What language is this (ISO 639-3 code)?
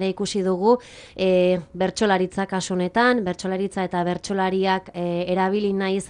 eus